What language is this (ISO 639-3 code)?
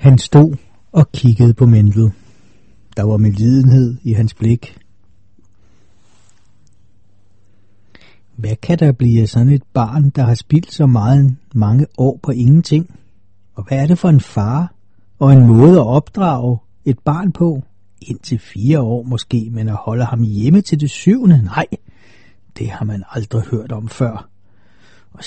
dan